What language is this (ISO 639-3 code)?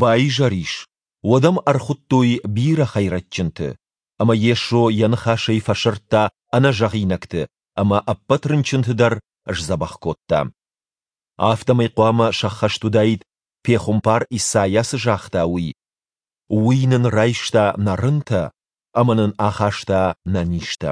oss